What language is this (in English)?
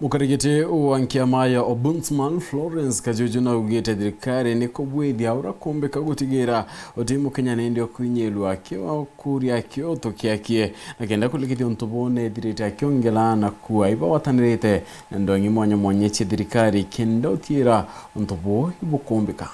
Meru